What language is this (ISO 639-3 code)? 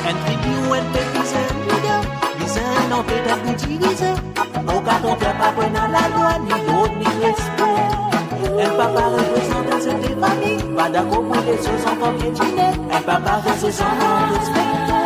mfe